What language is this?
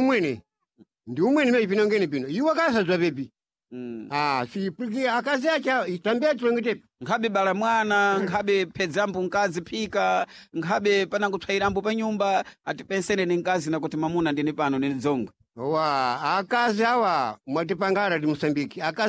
Sena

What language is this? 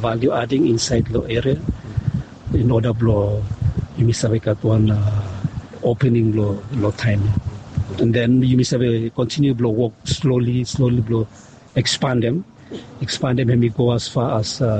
Bislama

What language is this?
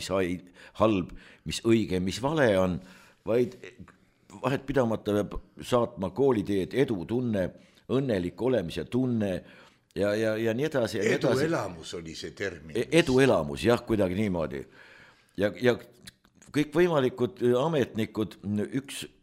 Estonian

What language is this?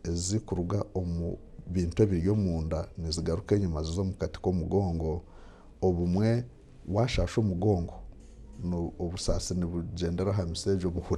Nyankole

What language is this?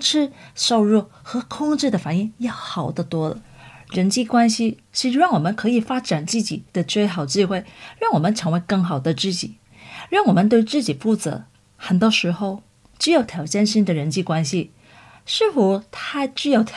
Chinese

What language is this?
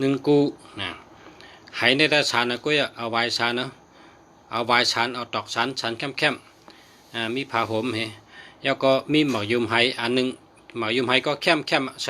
Shan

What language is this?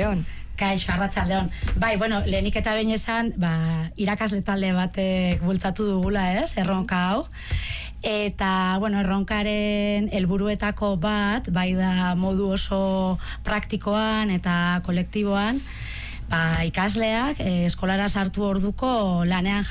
Basque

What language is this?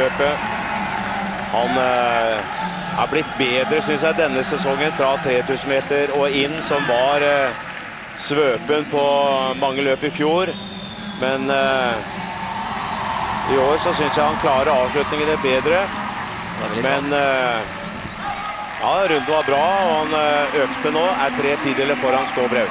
Norwegian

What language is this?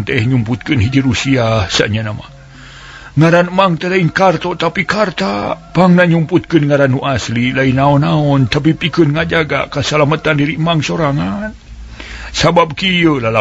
Sundanese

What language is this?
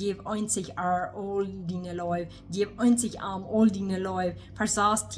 Plautdietsch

